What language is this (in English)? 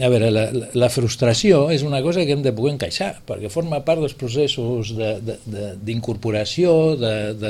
Catalan